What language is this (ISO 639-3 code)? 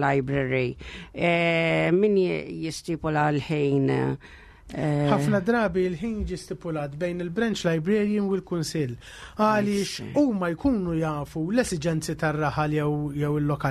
mlt